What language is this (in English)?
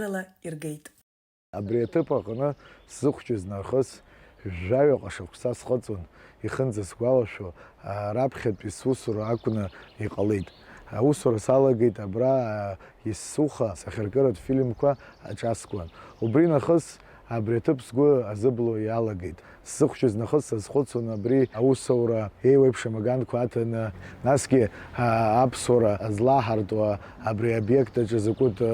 Abkhazian